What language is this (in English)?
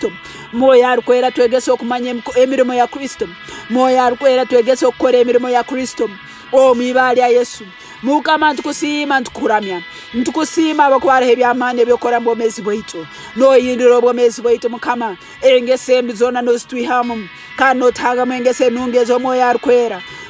Tooro